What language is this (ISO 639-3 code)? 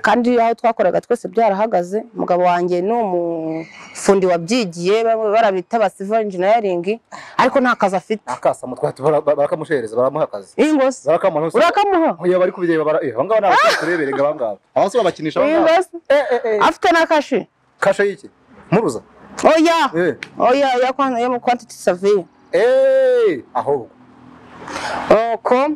kin